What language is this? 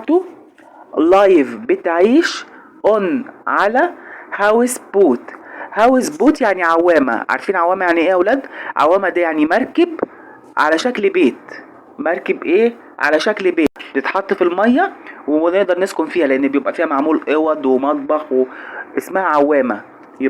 Egyptian Arabic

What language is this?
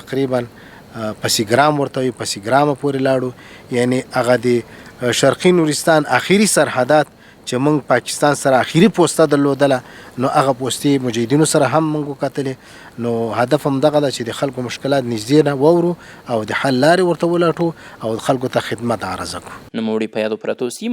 Pashto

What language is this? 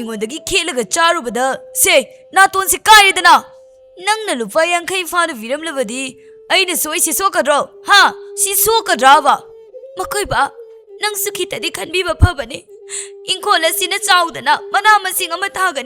Manipuri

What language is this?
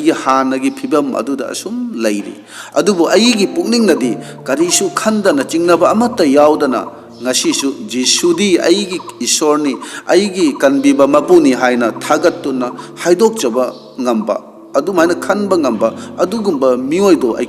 Manipuri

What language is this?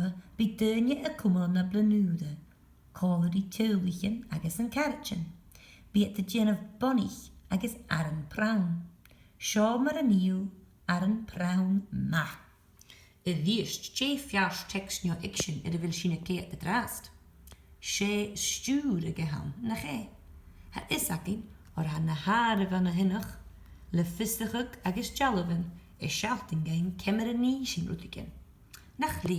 Scottish Gaelic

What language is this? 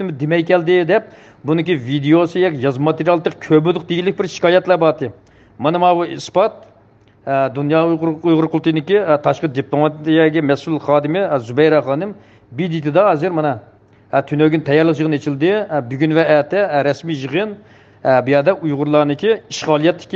Uyghur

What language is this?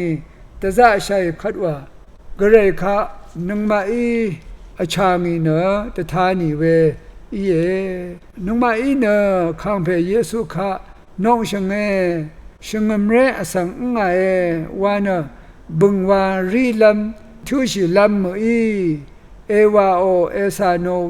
Rawang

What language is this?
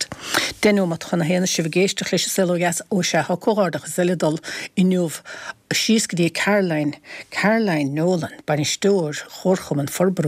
Irish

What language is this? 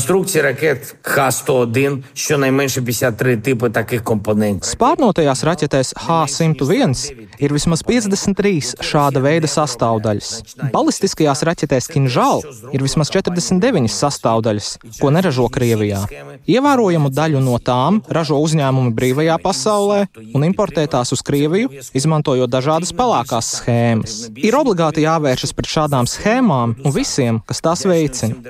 Latvian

